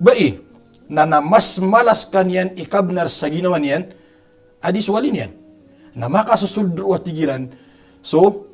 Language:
Maranao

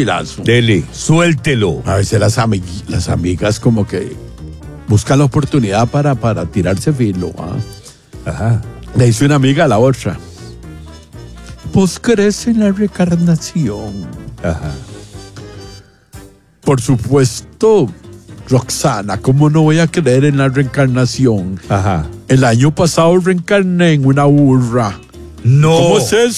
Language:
Spanish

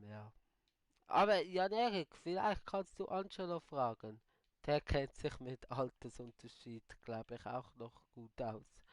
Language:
Swiss German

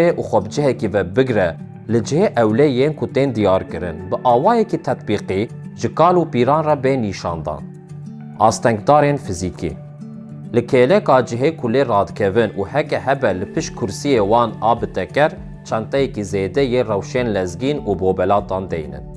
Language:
Kurdish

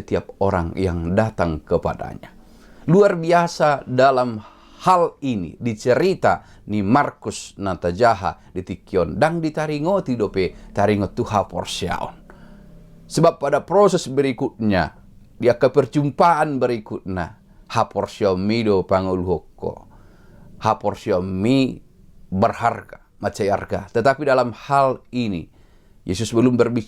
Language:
Batak Toba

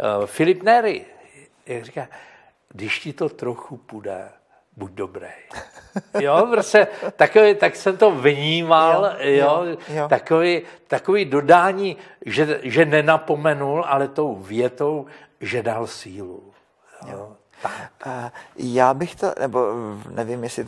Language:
Czech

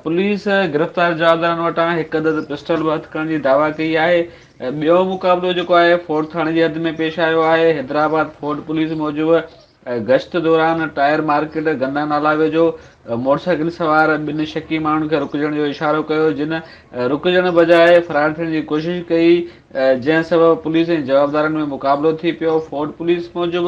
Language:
Sindhi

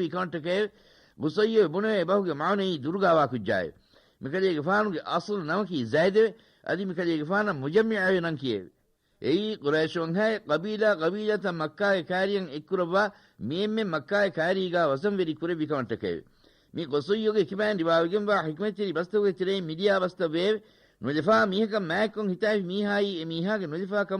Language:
Divehi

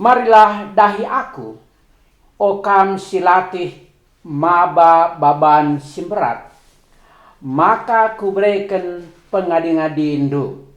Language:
Batak Karo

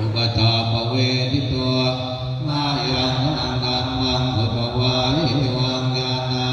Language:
Pali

